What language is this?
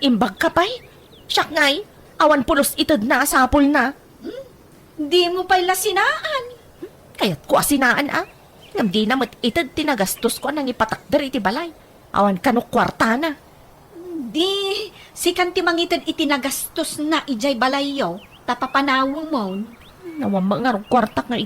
Iloko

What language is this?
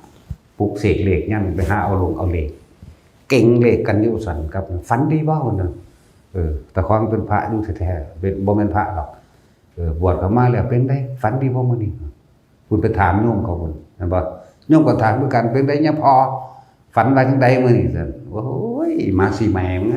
Northeastern Thai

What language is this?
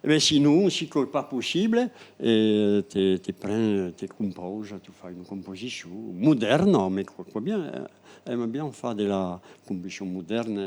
Occitan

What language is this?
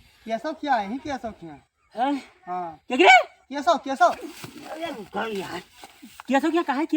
Awadhi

